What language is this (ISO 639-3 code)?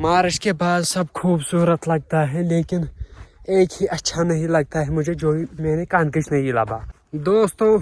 kas